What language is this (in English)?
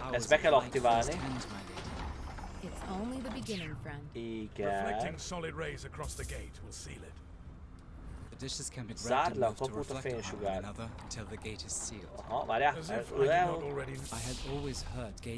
Hungarian